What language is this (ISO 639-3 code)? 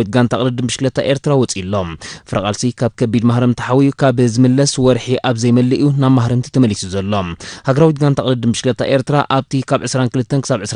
tir